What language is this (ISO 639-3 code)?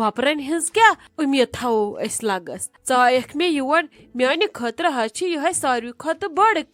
kas